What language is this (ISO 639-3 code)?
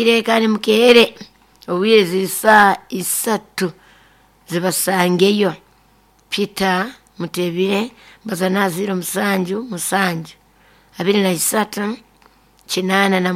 nyo